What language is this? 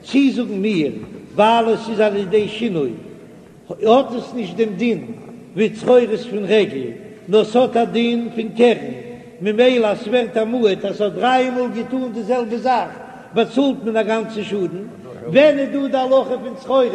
Yiddish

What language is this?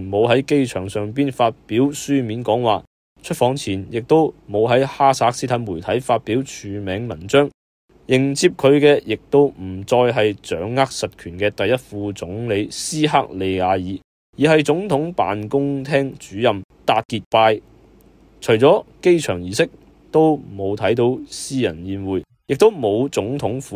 Cantonese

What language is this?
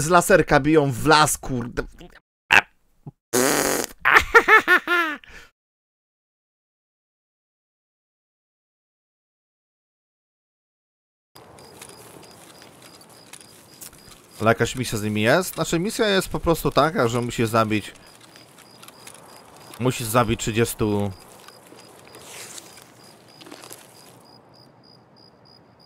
Polish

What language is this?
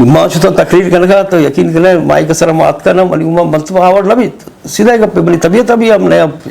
Eastern Balochi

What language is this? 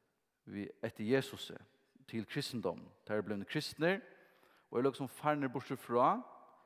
Faroese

